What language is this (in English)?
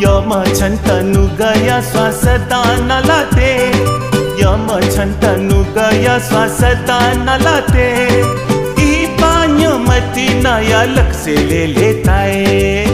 Newari